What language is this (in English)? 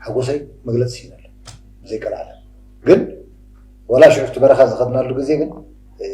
Tigrinya